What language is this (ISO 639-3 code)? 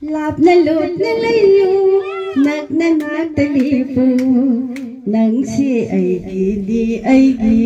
mni